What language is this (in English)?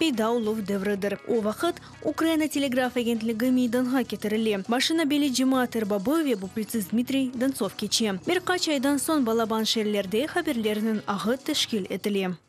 Crimean Tatar